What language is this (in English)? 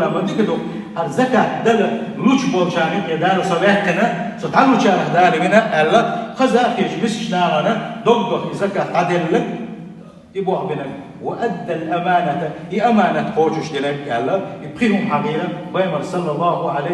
Chechen